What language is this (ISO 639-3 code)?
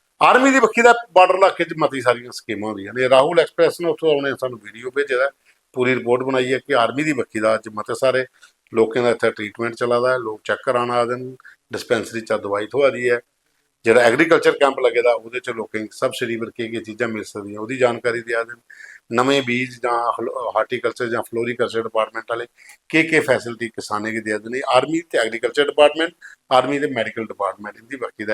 doi